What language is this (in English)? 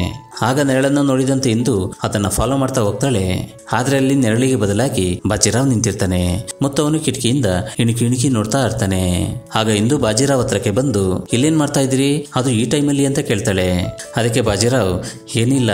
Kannada